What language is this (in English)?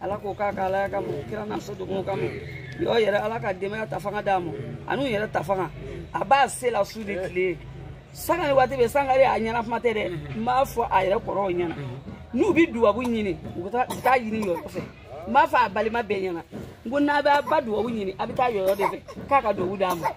Bambara